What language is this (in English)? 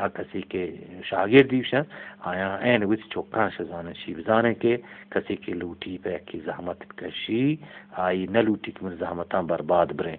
Eastern Balochi